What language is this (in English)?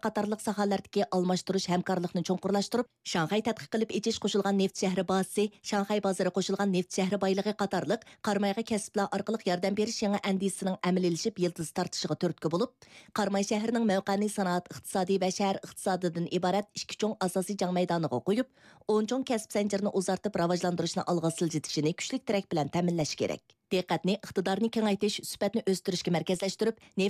Uyghur